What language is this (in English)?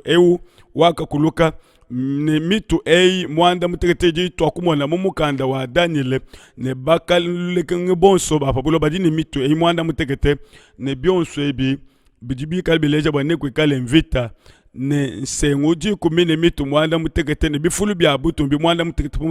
Luba-Lulua